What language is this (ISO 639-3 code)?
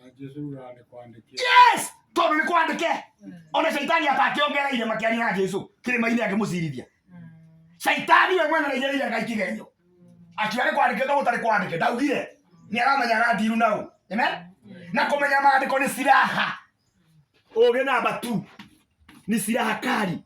kik